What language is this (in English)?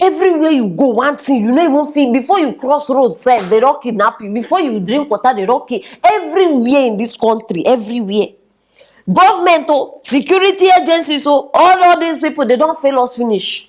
Nigerian Pidgin